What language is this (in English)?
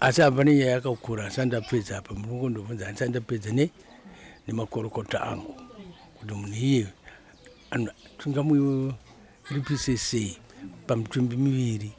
Shona